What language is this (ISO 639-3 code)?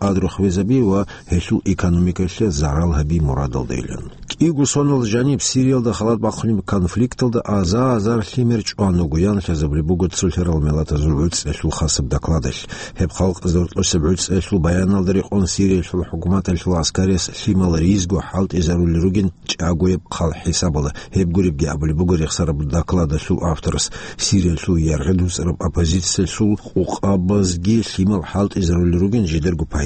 ava